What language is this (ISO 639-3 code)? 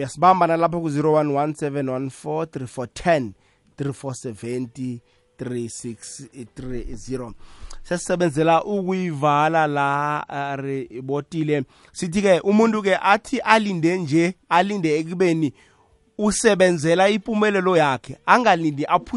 nbl